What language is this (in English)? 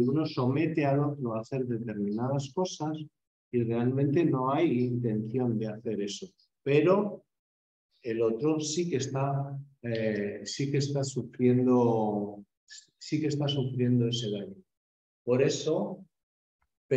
Spanish